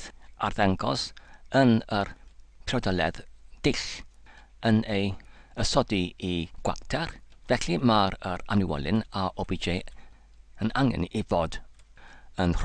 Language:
Welsh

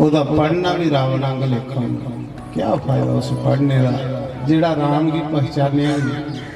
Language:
Dogri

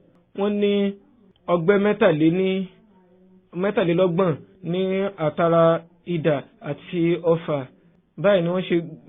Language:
Yoruba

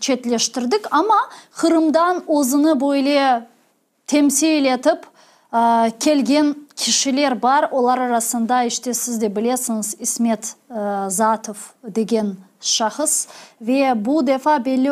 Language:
Crimean Tatar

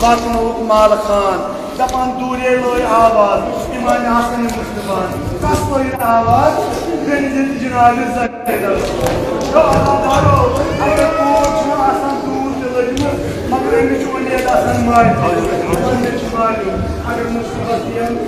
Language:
Kashmiri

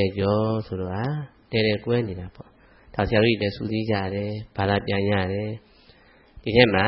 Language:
Burmese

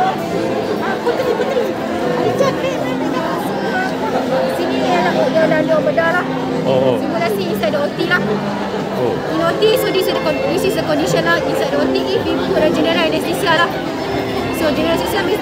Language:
Malay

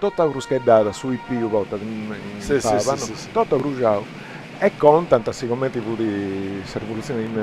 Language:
Sardinian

